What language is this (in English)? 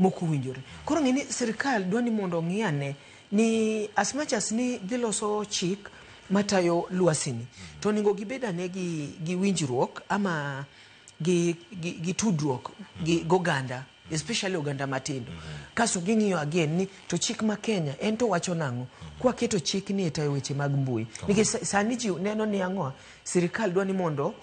Luo (Kenya and Tanzania)